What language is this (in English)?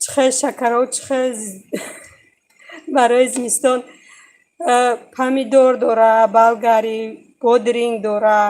Tajik